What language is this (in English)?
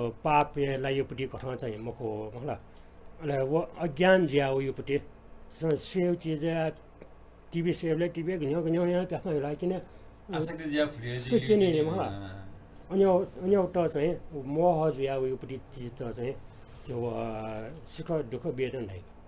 Newari